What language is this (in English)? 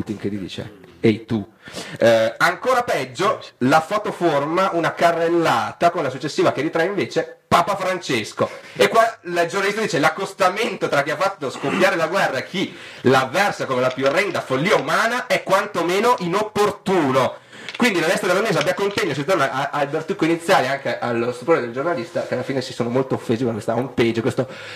Italian